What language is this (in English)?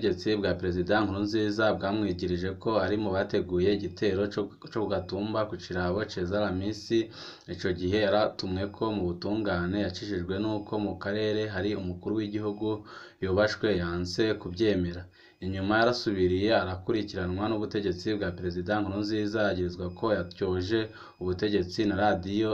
Rundi